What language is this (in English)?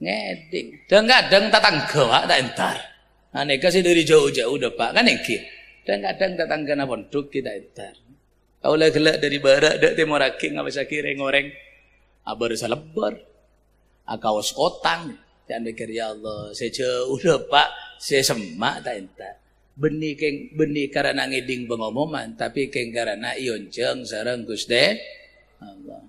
Madurese